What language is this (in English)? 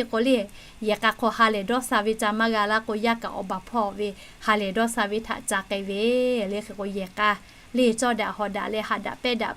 Lahu